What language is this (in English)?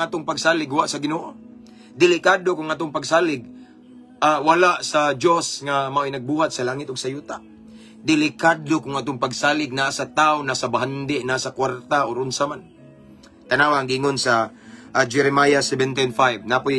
Cebuano